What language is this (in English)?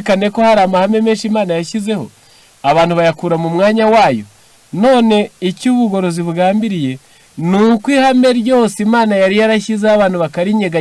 Kinyarwanda